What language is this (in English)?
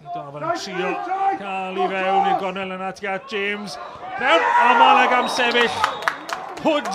Welsh